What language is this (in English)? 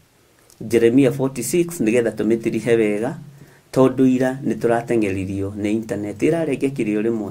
Kikuyu